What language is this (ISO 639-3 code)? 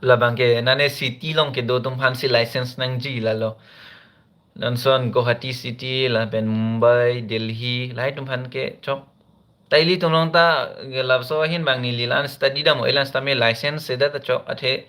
mjw